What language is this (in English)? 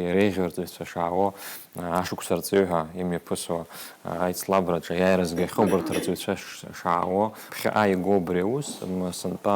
Abkhazian